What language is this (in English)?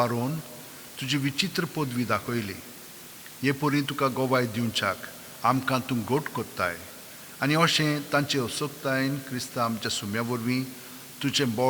Konkani